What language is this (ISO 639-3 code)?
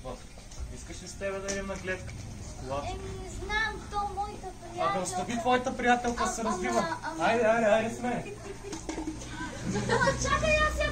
bul